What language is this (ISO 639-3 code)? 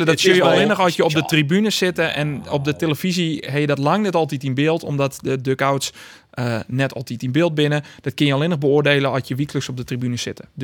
fry